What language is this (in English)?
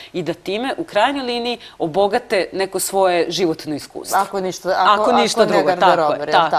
Serbian